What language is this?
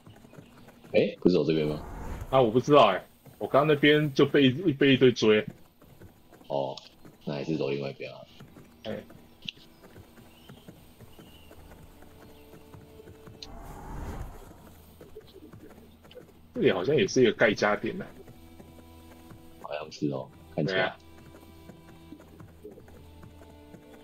Chinese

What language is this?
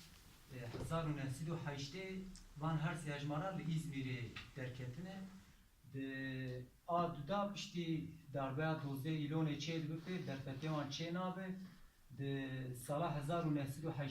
Kurdish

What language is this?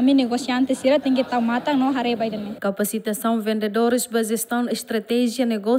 Tetum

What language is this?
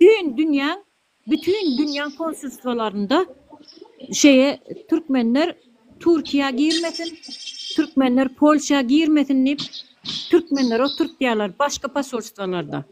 Turkmen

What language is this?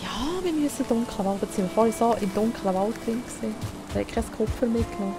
Swiss German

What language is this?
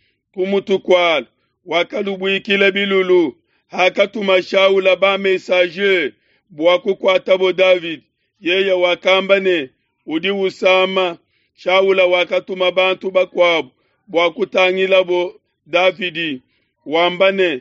Luba-Lulua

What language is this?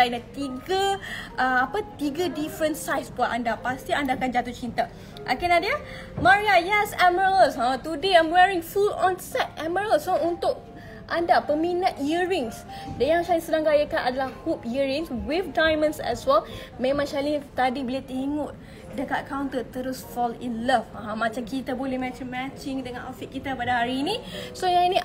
Malay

